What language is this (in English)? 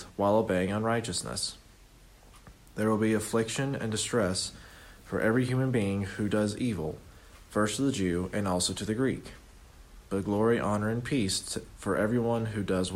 English